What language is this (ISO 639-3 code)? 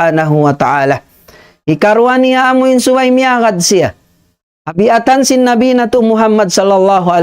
tsg